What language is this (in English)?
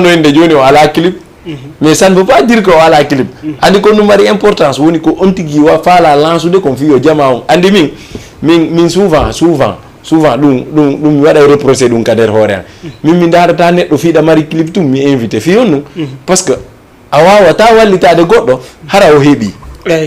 Fula